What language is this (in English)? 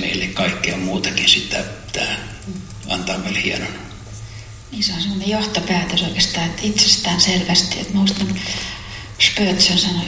Finnish